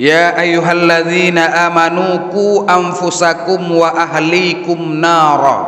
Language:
Achinese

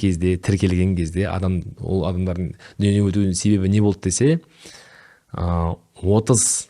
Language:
Kazakh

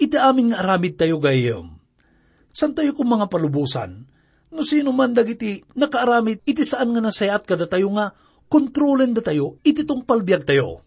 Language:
Iloko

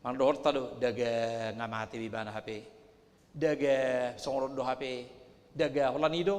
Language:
Batak Toba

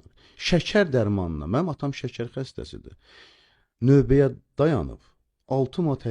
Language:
Azerbaijani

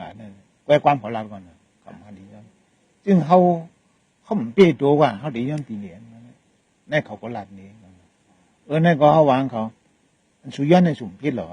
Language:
Shan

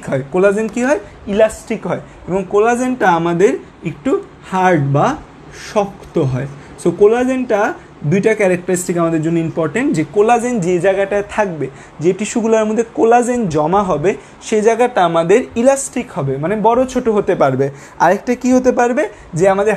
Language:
Bangla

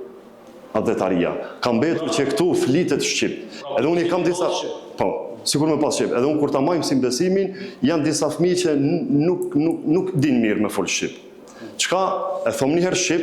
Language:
Albanian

